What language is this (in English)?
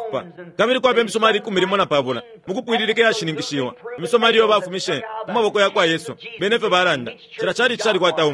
Bemba